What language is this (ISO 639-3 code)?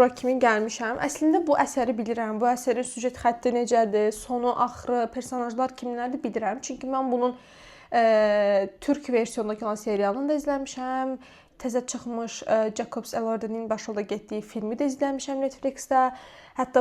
aze